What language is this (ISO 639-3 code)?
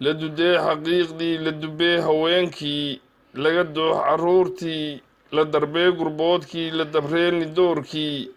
som